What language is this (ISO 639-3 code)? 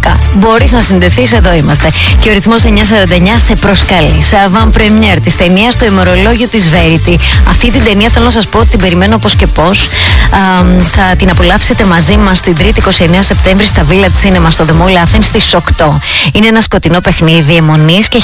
ell